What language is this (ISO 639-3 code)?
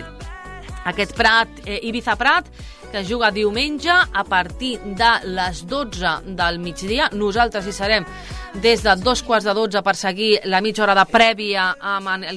cat